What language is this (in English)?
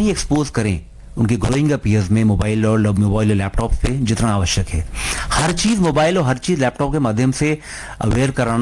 Hindi